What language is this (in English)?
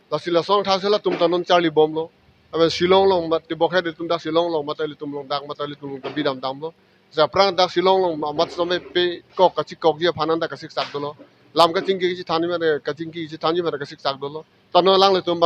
Karbi